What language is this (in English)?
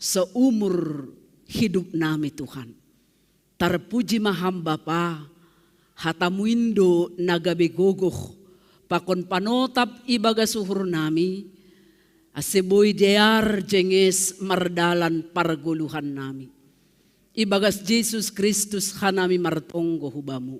Batak Simalungun